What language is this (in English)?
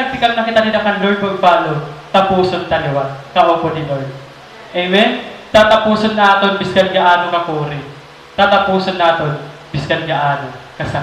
Waray